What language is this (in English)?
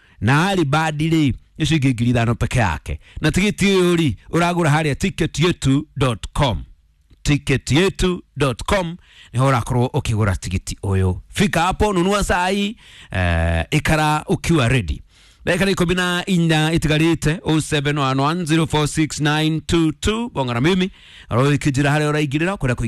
Kikuyu